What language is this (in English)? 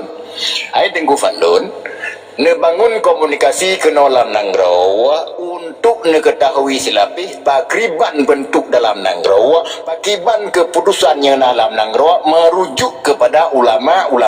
Achinese